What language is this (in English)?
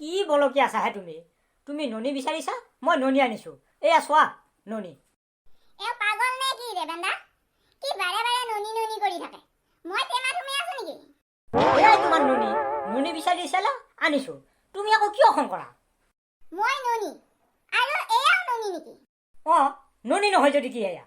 Assamese